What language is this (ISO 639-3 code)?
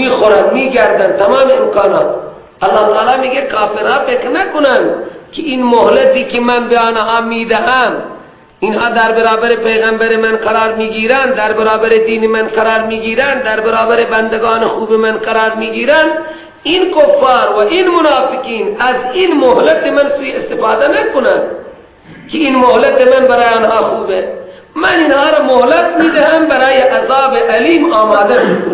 fas